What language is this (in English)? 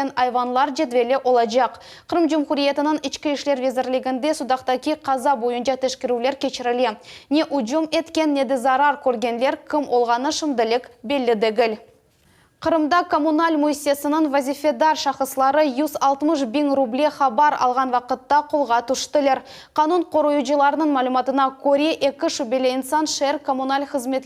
Crimean Tatar